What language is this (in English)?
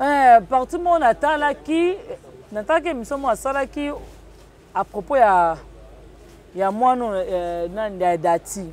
Lingala